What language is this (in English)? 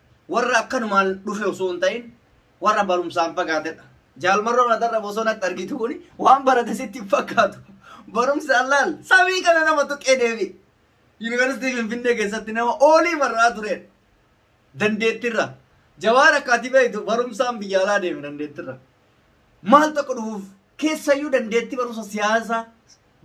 Oromo